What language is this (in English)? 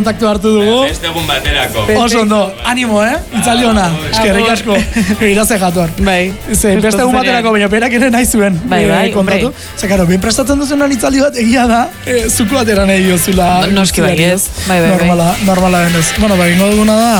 Basque